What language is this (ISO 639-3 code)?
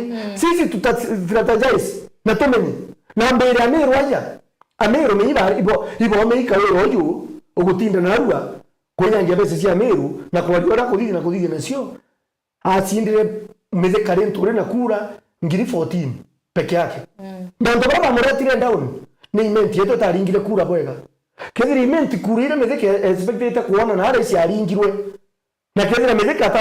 mer